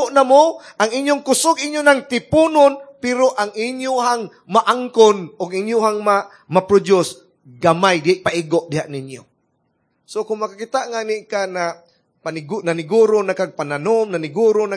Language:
Cebuano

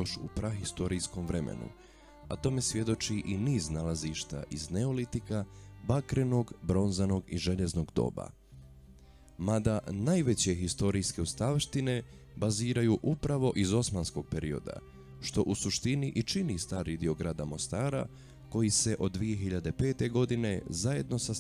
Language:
Bosnian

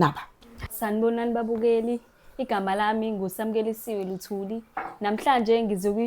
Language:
Zulu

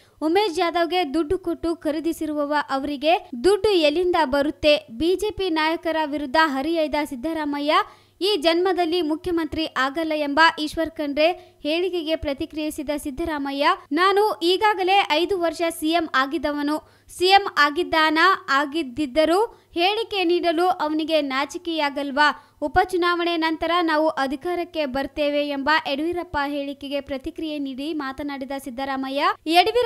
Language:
Kannada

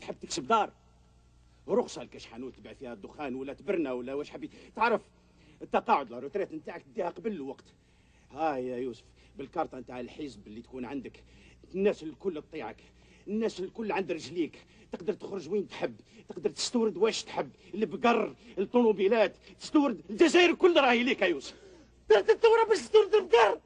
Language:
Algerian Arabic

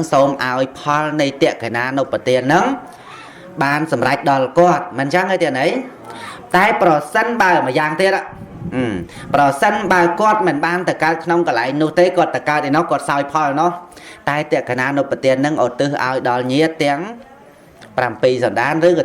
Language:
Khmer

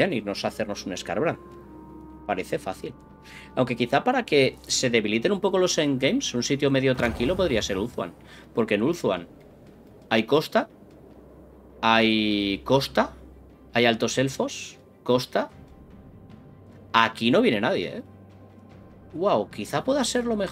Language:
Spanish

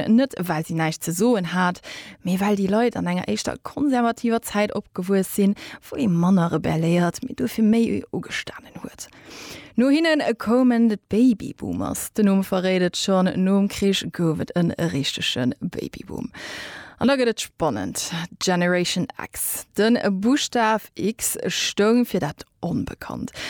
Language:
Luxembourgish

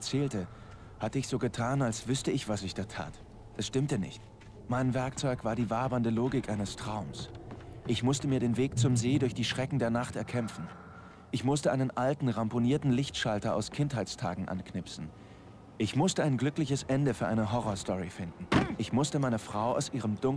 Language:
Bavarian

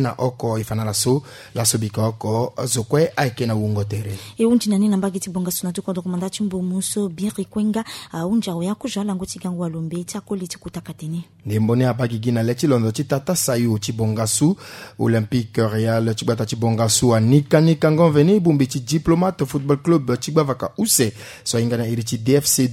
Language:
Sango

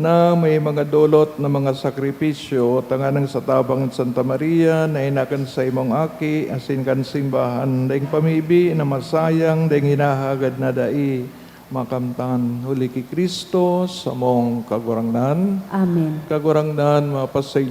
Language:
Bikol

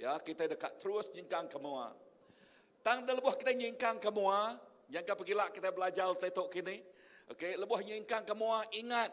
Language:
Iban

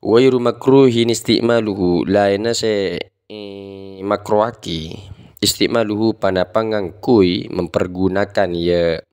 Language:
Madurese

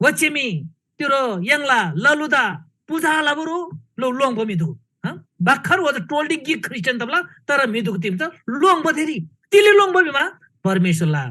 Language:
Eastern Tamang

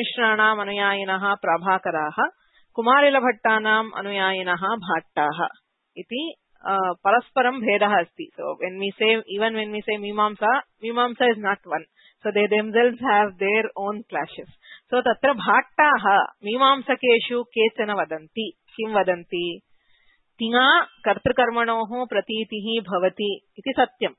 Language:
Sanskrit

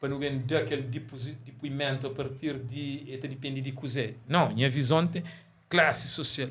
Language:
Kabuverdianu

